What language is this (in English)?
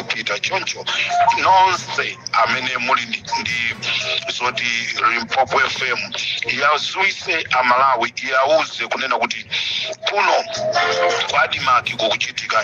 Nyanja